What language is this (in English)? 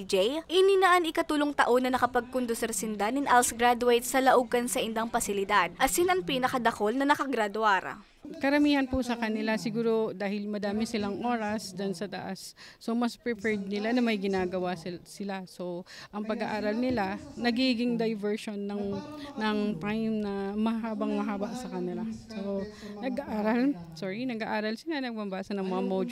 Bikol